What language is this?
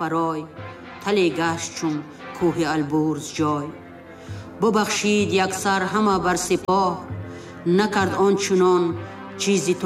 Tajik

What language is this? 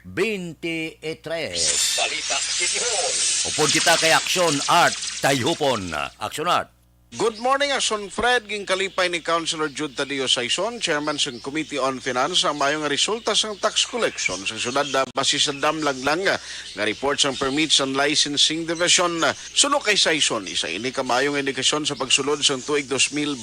Hiligaynon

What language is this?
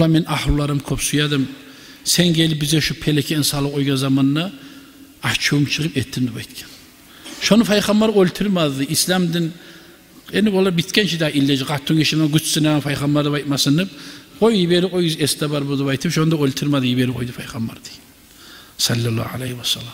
Kumyk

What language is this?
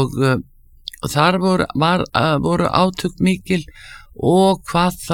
Icelandic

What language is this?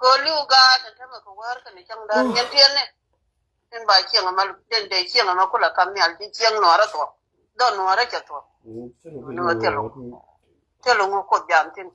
Nuer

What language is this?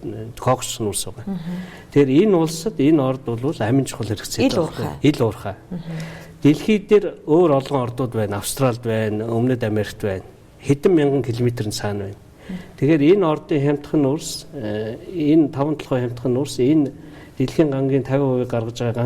Mongolian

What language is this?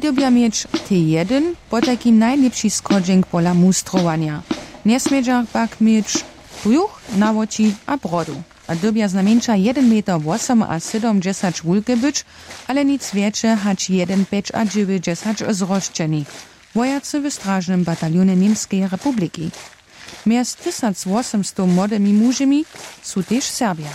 Upper Sorbian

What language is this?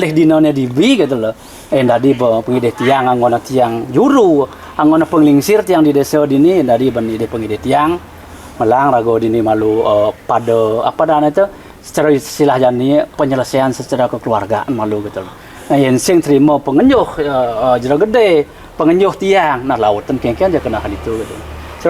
Balinese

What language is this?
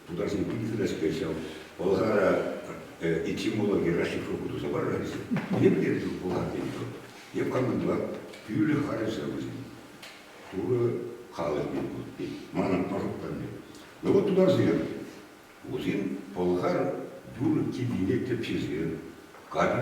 Chuvash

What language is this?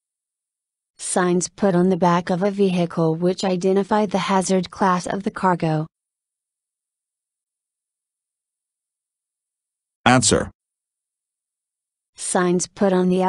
English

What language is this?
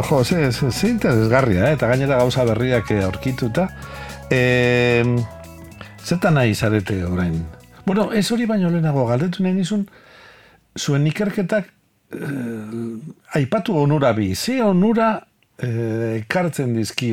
Basque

